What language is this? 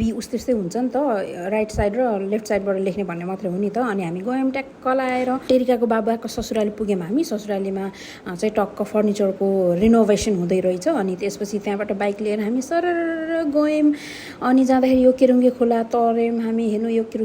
Nepali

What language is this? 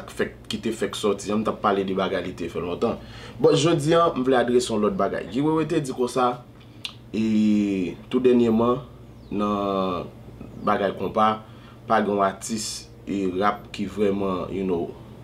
Haitian Creole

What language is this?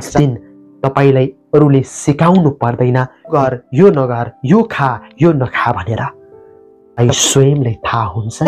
Nepali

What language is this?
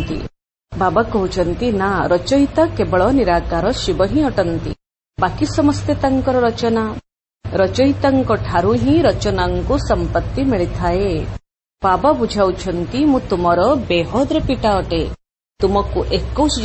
Odia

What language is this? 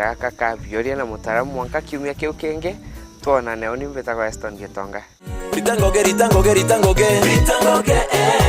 Meru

